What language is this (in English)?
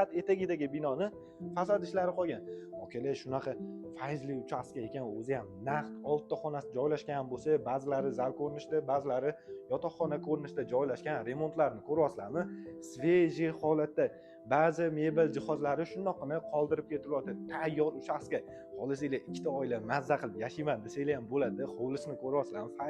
Uzbek